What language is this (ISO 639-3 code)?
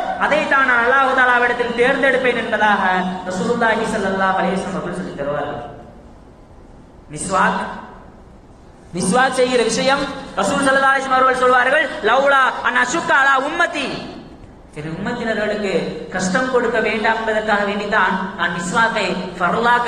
tam